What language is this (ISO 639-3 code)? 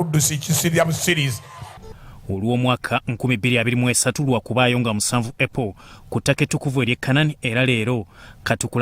lug